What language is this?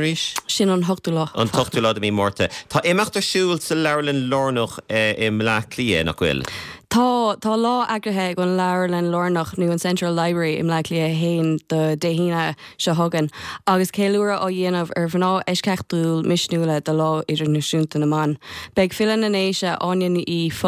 Irish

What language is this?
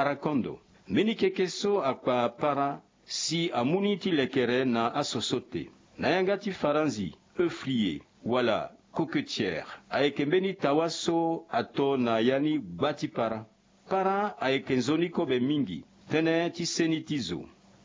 Sango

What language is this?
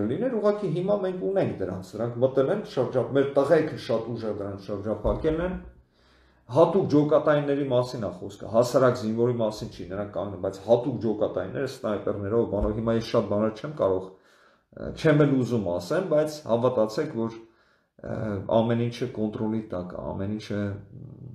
Armenian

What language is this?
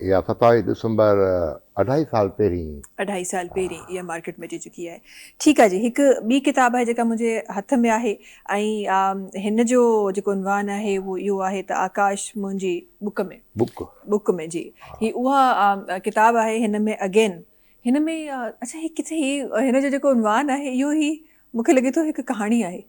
Sindhi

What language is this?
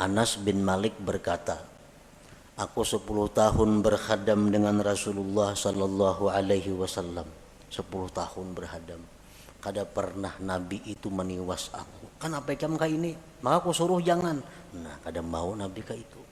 Banjar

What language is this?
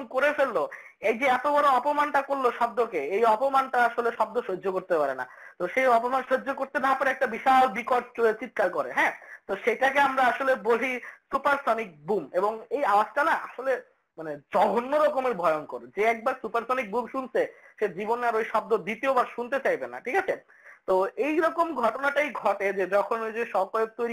Bangla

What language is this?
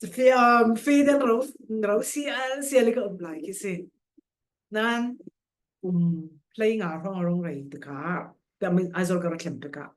Falam Chin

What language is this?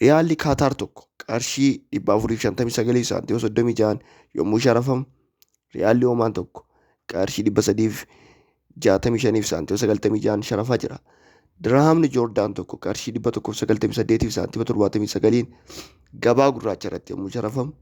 Oromo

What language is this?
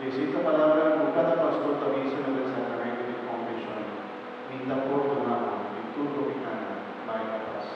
Papiamento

